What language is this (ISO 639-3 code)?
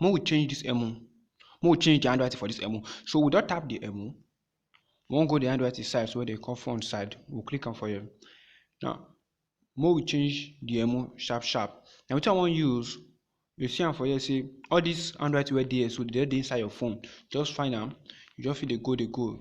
pcm